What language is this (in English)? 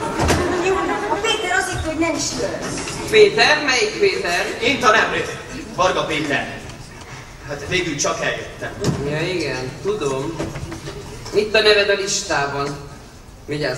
Hungarian